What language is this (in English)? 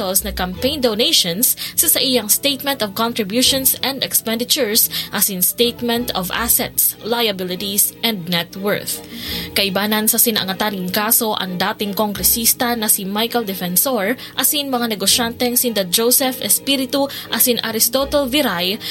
Bikol